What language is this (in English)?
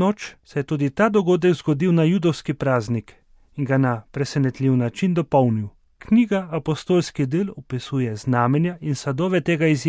Slovenian